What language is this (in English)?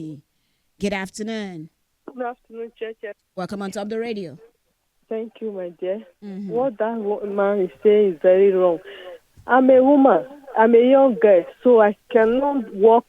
Nigerian Pidgin